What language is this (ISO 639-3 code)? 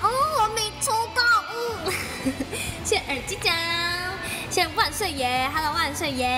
zho